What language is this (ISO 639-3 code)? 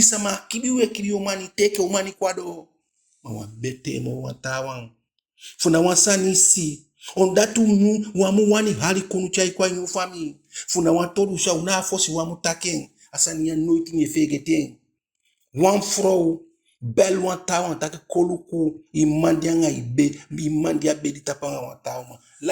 djk